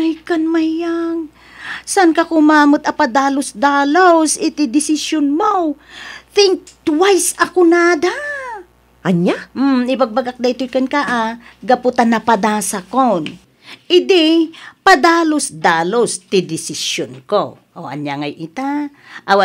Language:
Iloko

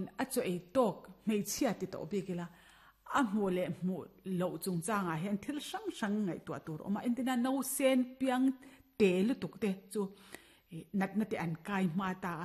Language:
Mizo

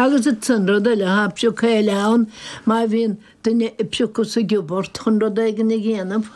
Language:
Irish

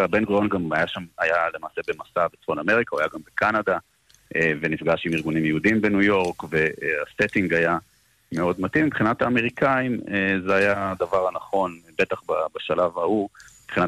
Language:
Hebrew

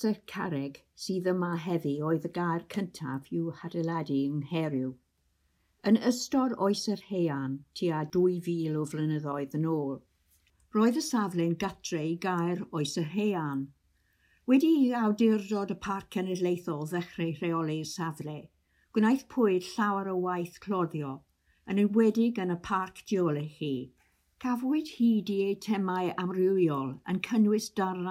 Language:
Welsh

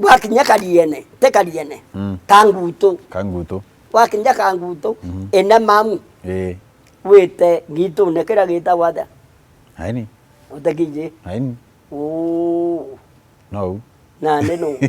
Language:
Meru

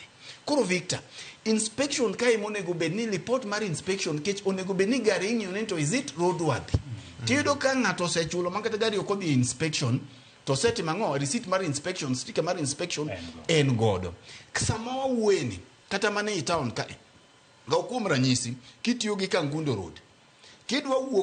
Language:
Luo (Kenya and Tanzania)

